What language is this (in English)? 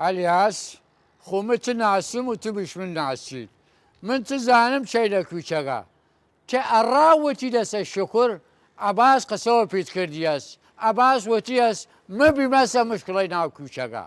Southern Kurdish